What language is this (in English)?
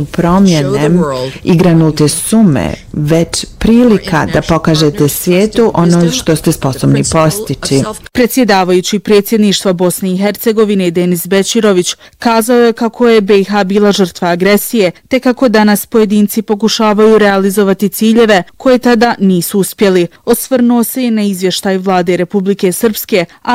Bosnian